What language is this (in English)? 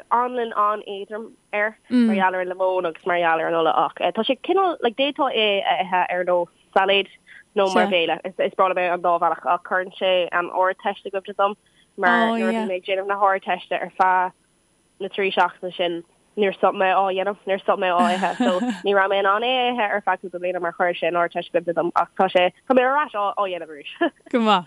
Irish